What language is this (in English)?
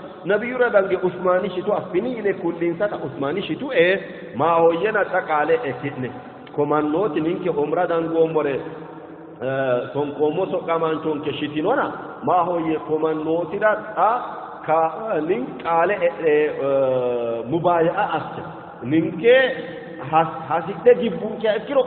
Sidamo